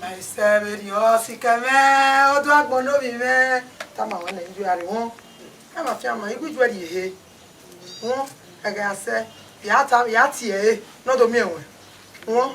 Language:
Bini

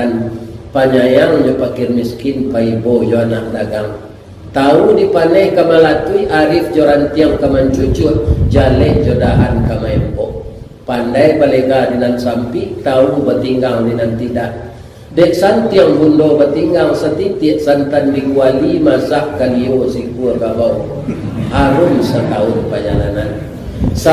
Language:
Minangkabau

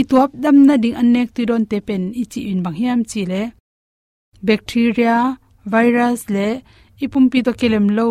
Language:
Tedim Chin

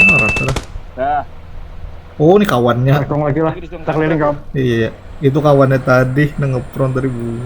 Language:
Banjar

